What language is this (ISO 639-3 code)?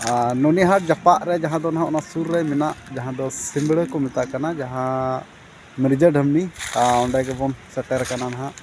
sat